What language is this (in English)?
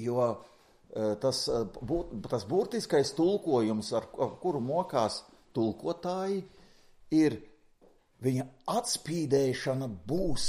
Latvian